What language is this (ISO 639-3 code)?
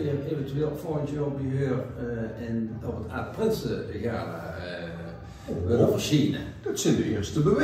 lim